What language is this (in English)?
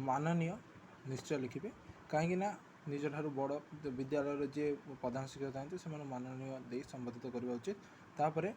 Odia